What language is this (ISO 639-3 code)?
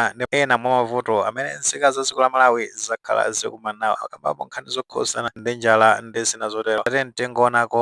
nya